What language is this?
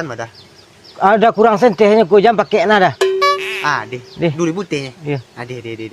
Minangkabau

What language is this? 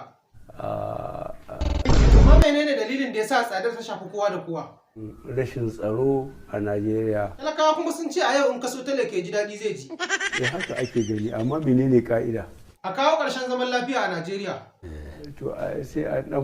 Hausa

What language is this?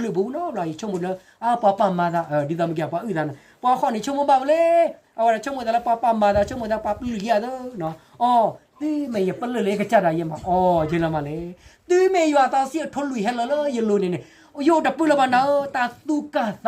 S'gaw Karen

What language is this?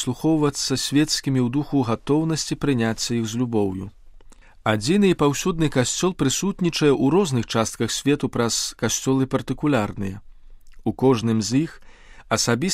Belarusian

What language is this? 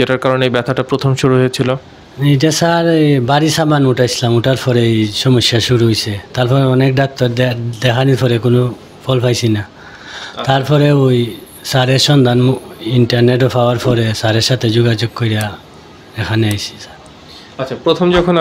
Bangla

